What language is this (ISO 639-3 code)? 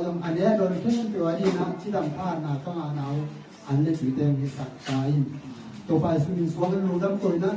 ctd